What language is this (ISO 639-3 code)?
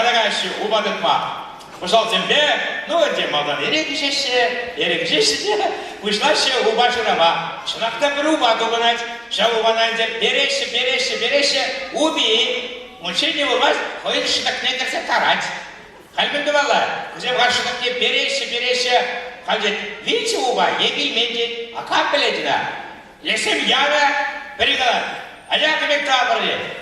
chv